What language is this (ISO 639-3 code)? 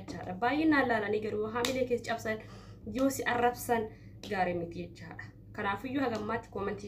orm